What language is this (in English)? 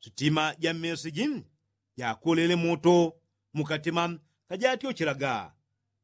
Yao